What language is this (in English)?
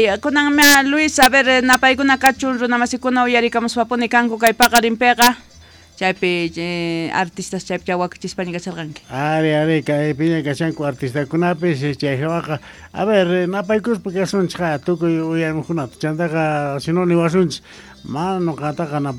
South Bolivian Quechua